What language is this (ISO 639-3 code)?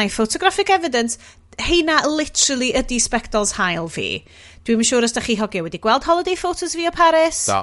cym